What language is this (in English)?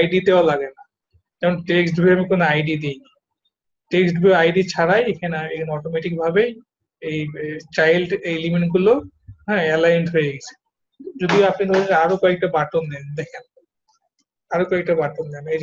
Bangla